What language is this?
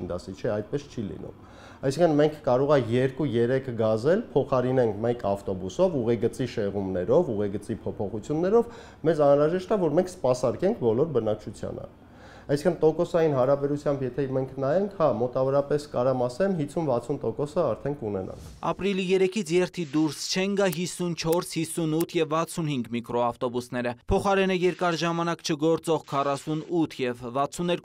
Armenian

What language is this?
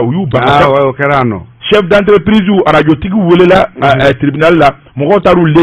Bambara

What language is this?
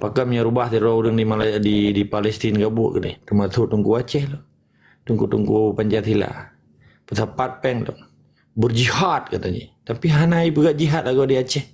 Achinese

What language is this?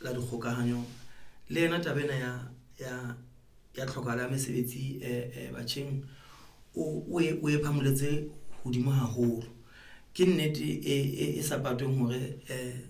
Southern Sotho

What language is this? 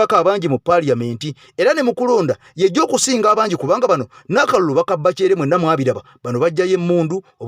Ganda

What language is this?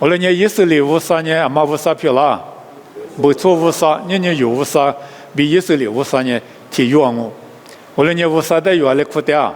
Lisu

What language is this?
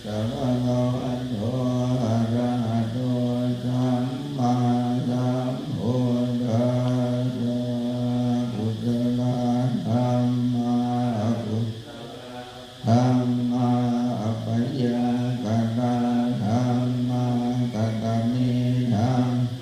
Pali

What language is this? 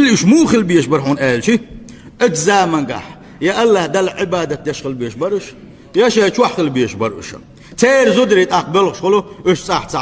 Chechen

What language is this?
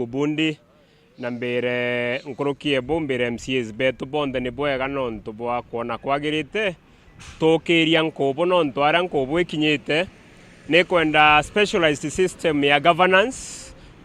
Meru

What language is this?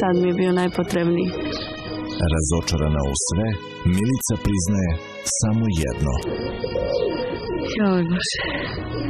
Serbian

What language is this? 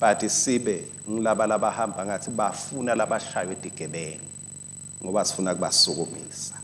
Swati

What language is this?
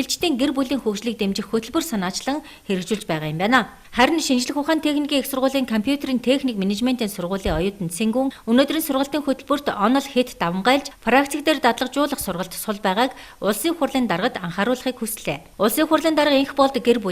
Mongolian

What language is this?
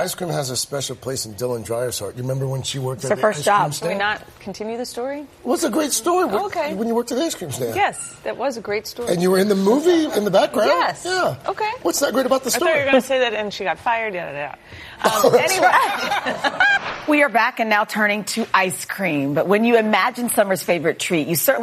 English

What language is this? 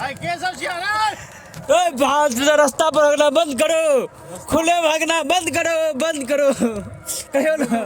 Maithili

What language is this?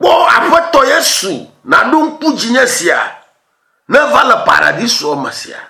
Ewe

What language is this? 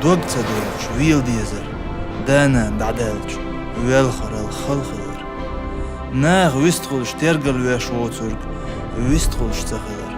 Chechen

